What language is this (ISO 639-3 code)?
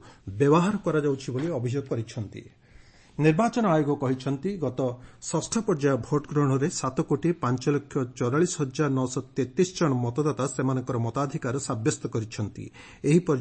ori